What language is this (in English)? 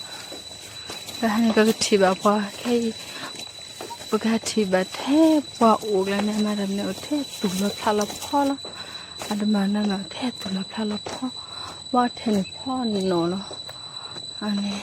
S'gaw Karen